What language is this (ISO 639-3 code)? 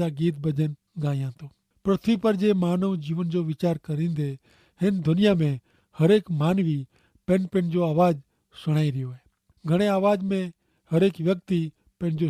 kfr